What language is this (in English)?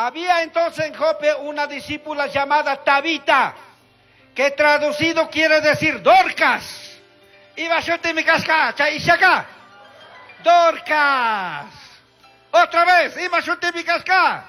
Chimborazo Highland Quichua